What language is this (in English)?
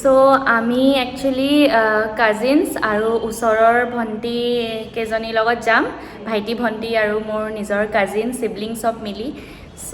Assamese